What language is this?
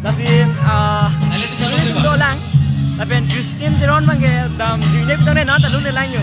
Karbi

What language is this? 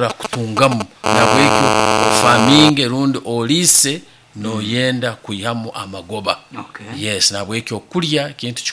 Nyankole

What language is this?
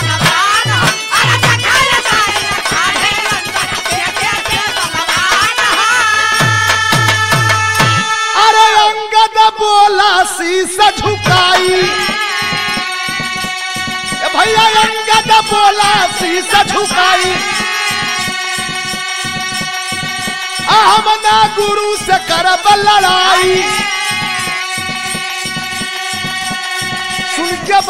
Bhojpuri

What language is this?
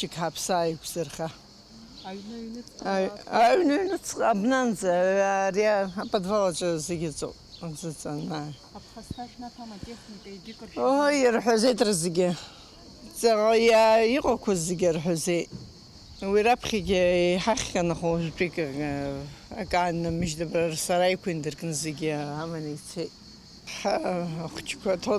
Abkhazian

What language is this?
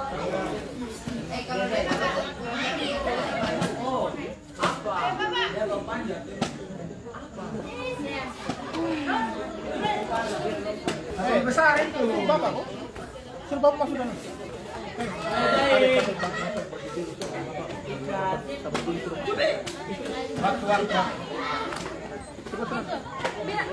Indonesian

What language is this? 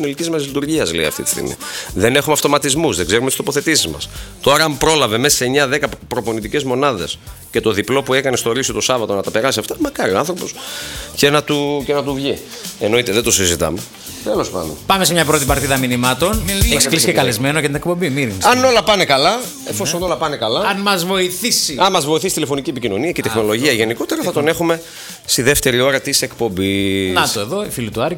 Greek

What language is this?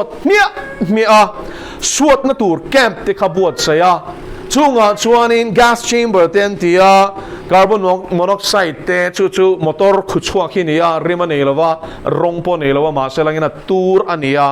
Mizo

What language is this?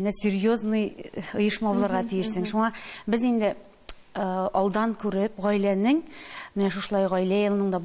Tatar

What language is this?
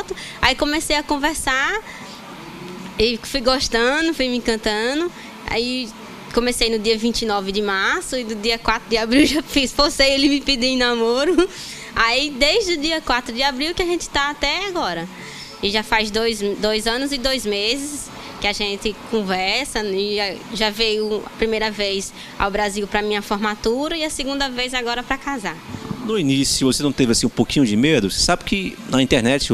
Portuguese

